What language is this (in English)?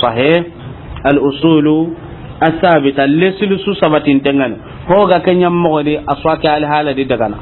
Soninke